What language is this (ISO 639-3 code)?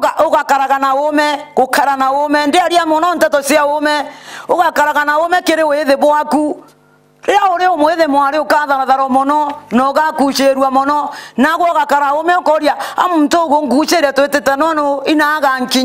mer